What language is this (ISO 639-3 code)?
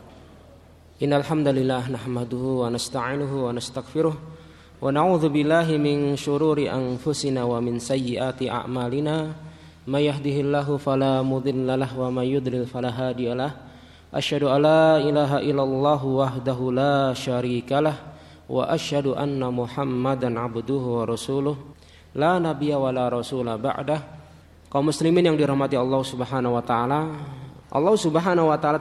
ind